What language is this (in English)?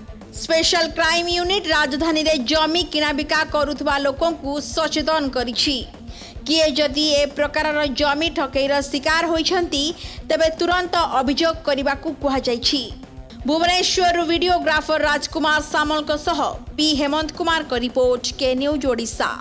Odia